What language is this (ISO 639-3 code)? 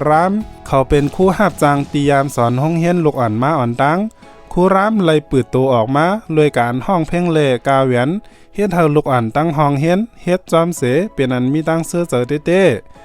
shn